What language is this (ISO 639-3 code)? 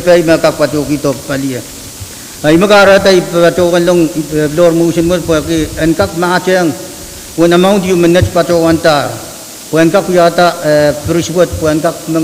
pon